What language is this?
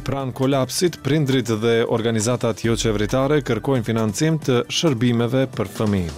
Albanian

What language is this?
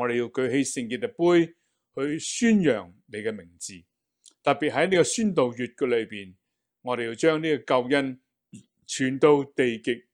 Cantonese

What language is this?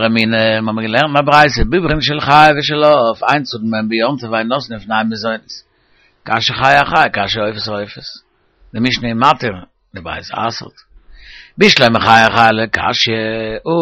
Yiddish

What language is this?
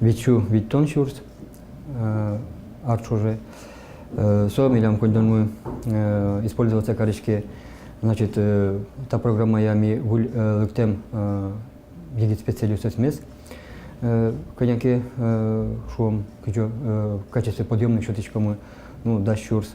Udmurt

